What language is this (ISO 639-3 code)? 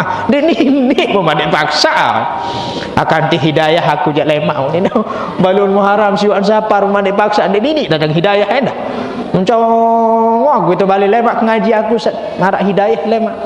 sas